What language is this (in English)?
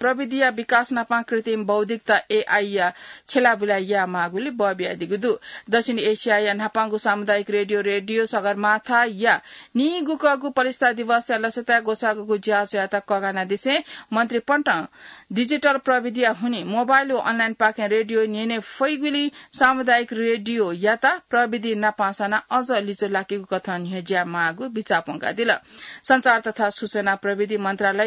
Newari